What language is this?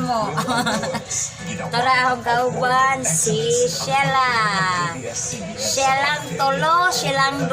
Cebuano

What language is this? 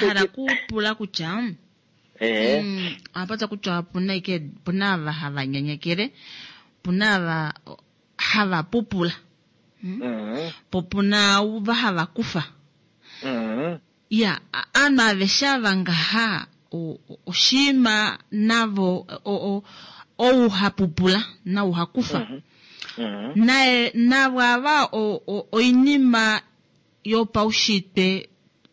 Kuanyama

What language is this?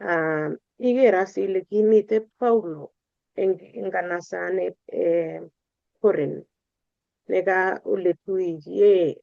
Kalenjin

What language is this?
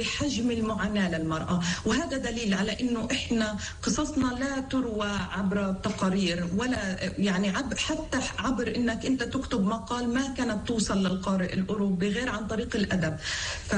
North Levantine Arabic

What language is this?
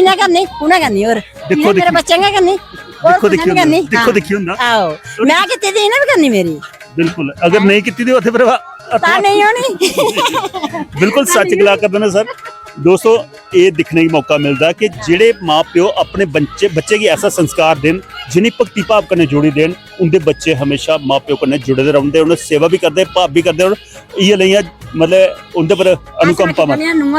Dogri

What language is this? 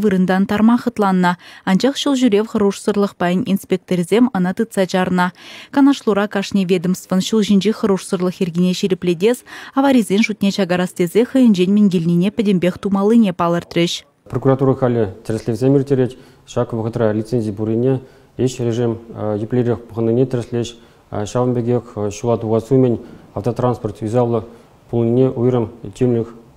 Chuvash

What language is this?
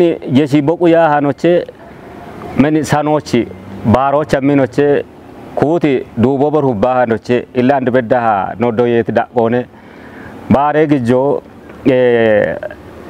Kafa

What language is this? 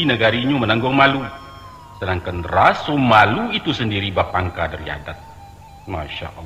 Minangkabau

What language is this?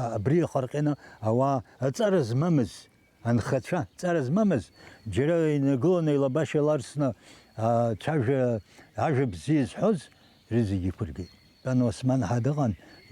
Abkhazian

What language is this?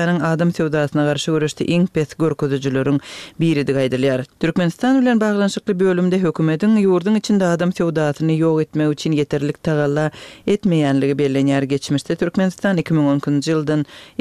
Turkmen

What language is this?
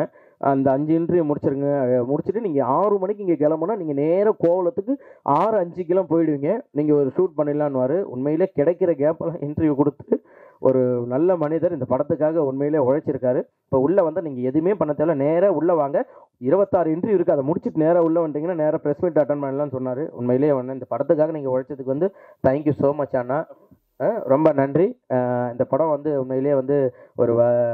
Tamil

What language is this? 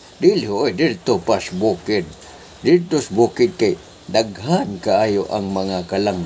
Cebuano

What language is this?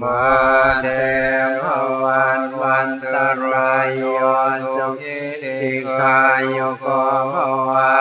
Northeastern Thai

